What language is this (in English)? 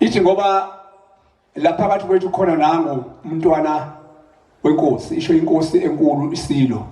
Zulu